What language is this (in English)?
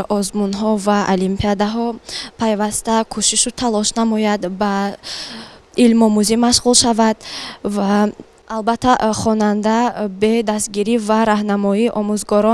Tajik